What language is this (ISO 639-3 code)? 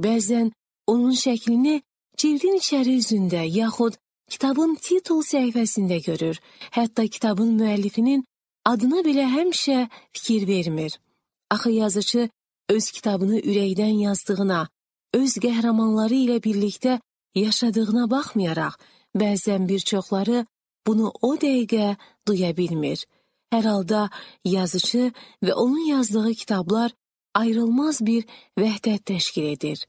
aze